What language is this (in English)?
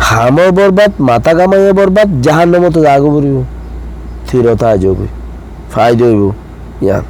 Rohingya